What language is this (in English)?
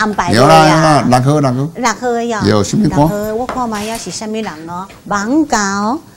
Min Nan Chinese